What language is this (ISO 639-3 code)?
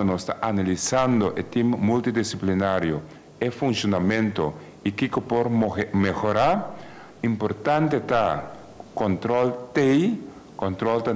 pap